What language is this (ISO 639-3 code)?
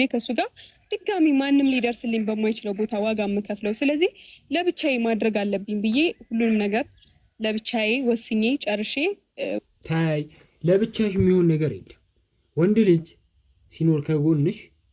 amh